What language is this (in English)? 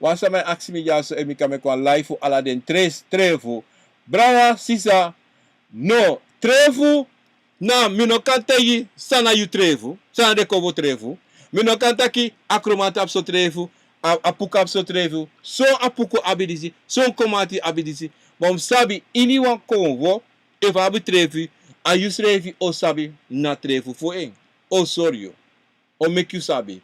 Sranan Tongo